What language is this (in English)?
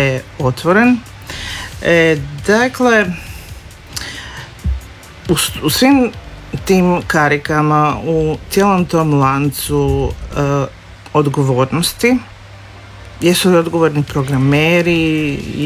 Croatian